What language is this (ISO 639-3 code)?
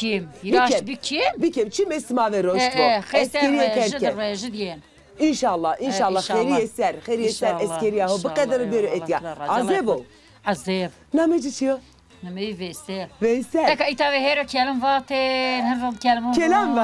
zza